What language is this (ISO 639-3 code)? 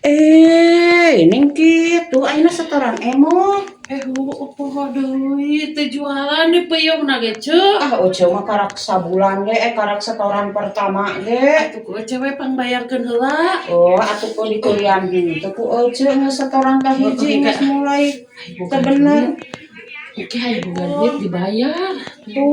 sun